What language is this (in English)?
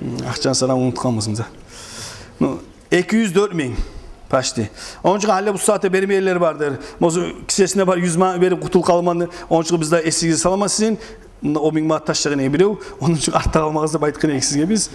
Kumyk